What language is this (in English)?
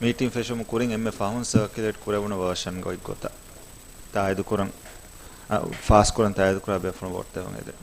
Divehi